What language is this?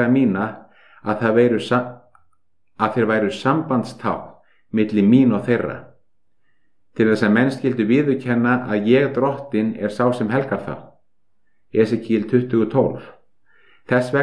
Icelandic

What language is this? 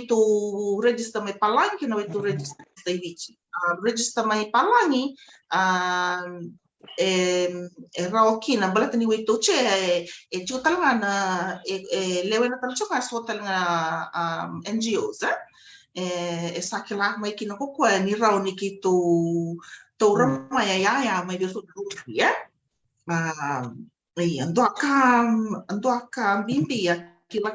Fijian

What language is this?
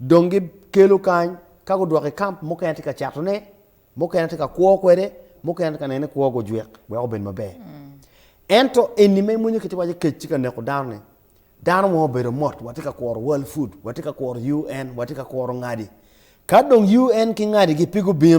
Acoli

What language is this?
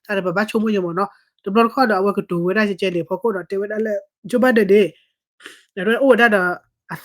S'gaw Karen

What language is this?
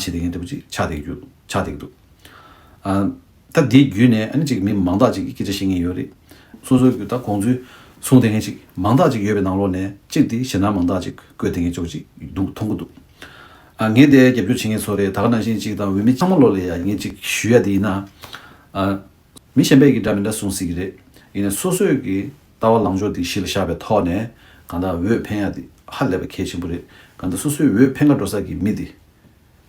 Tibetan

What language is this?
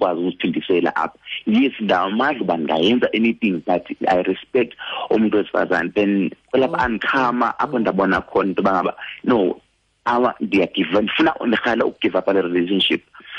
Xhosa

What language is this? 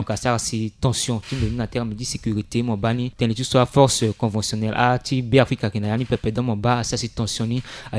Sango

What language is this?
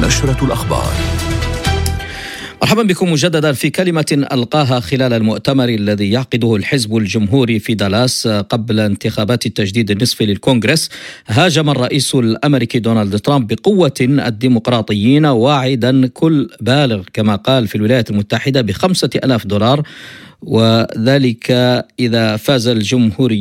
Arabic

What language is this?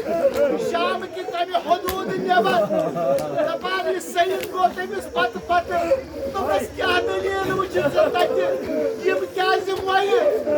Kashmiri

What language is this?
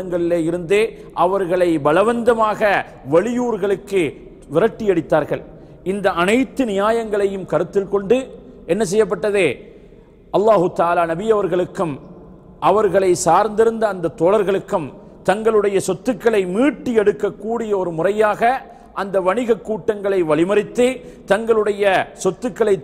Tamil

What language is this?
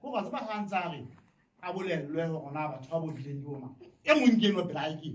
Southern Sotho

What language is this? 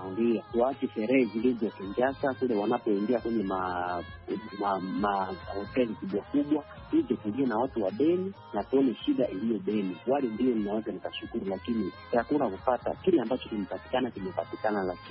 Swahili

